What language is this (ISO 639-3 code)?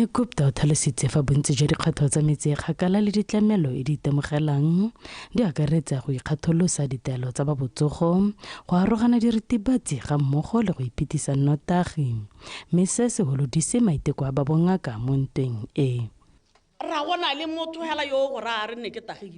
tsn